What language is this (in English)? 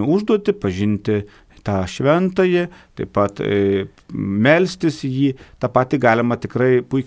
Lithuanian